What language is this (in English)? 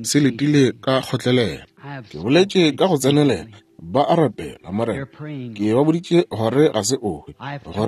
Northern Sotho